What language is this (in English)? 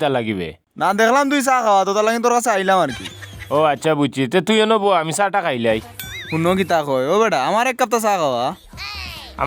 Sylheti